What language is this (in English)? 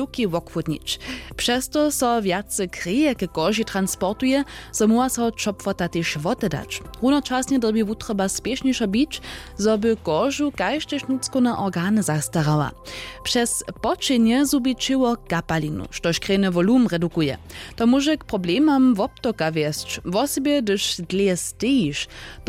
Upper Sorbian